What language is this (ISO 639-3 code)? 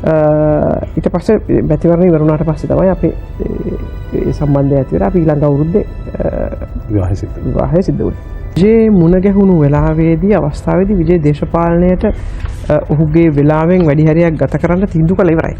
sin